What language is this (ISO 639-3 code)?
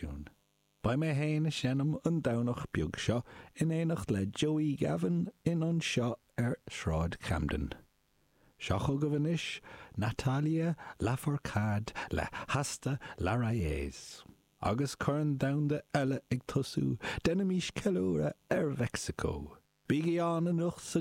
gle